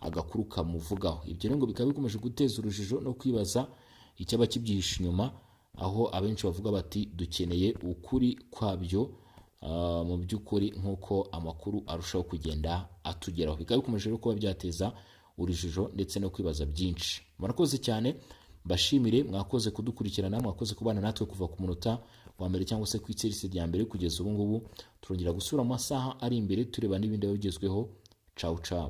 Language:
Kinyarwanda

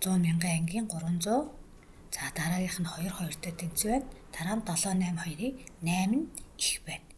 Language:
Mongolian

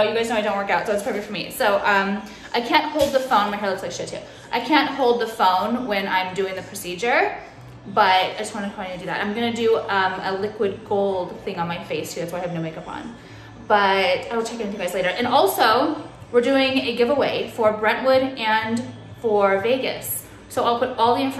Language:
English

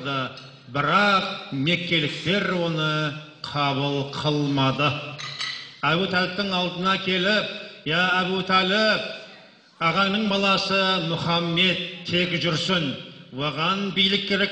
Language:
Kazakh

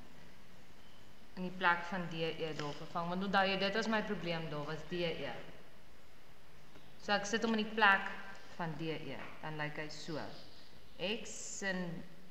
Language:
Afrikaans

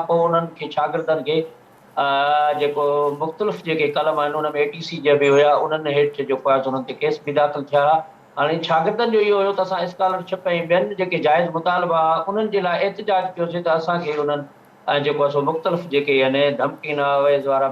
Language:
Sindhi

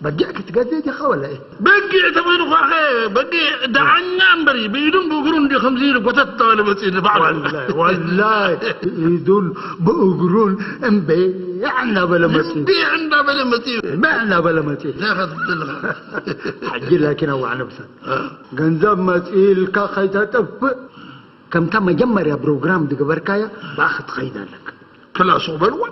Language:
Tigrinya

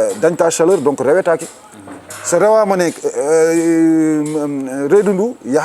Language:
Fula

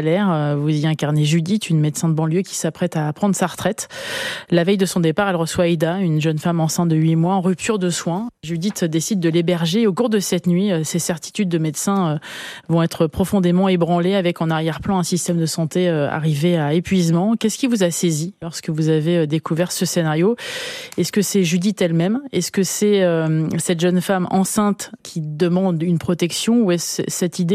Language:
French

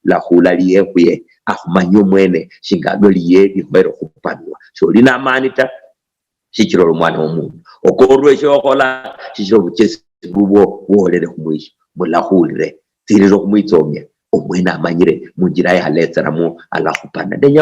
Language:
Luyia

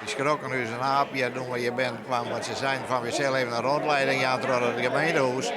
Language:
Western Frisian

